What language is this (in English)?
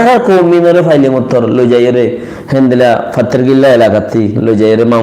Rohingya